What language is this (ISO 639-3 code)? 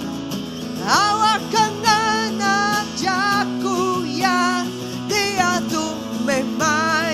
iba